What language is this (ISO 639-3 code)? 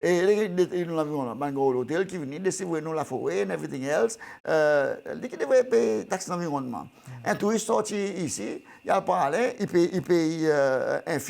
crs